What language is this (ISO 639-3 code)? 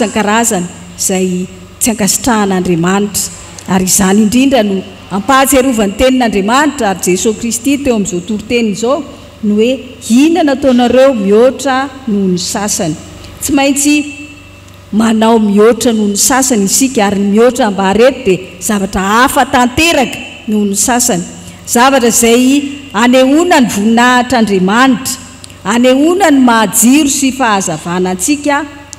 mlg